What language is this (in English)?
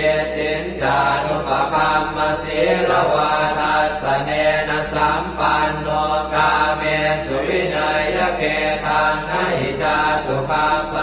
Pali